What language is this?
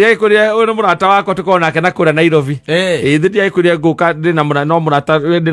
Kikuyu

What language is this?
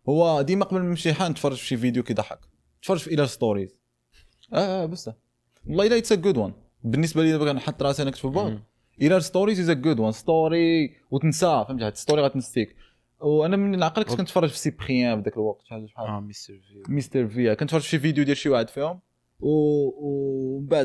Moroccan Arabic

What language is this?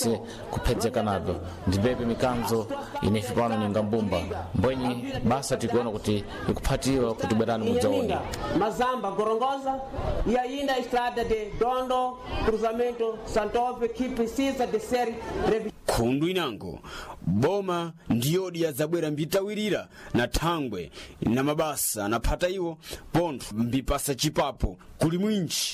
Sena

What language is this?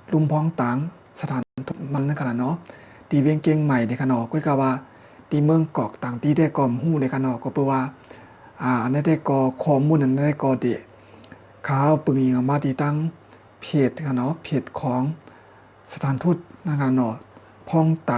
Shan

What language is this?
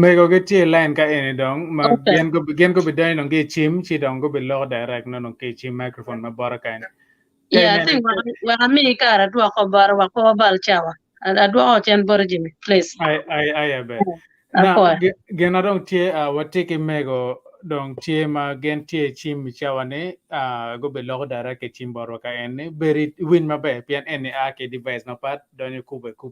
Acoli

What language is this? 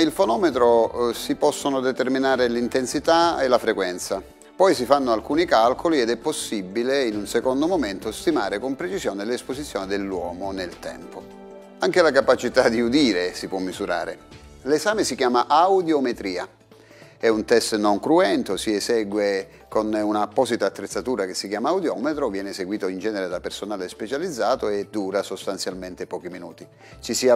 Italian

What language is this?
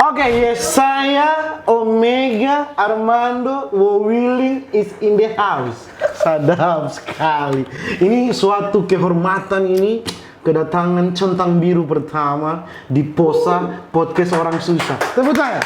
Manado Malay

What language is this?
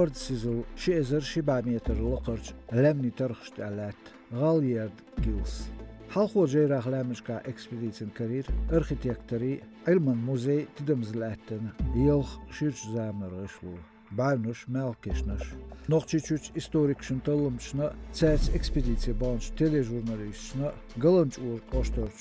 Chechen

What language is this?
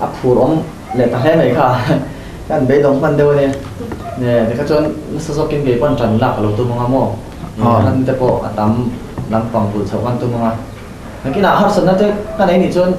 Mizo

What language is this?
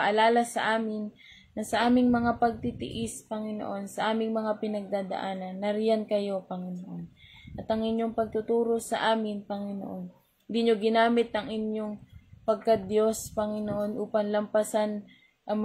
Filipino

